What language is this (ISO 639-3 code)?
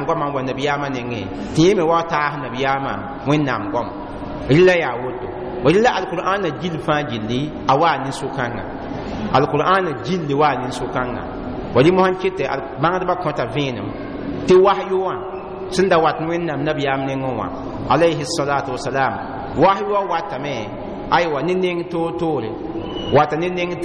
mos